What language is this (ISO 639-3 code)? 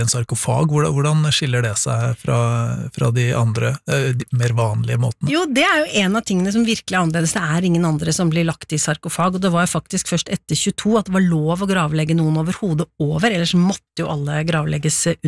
nor